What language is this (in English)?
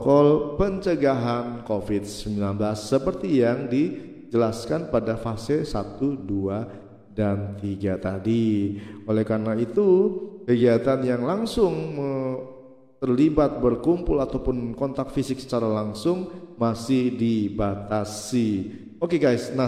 Indonesian